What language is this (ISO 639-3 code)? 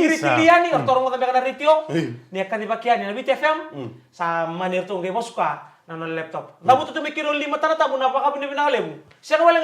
fij